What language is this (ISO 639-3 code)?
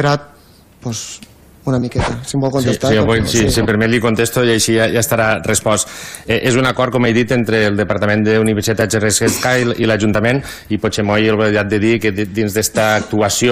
cat